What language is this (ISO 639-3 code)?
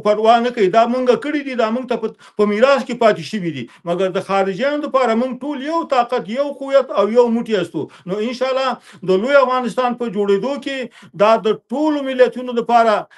pus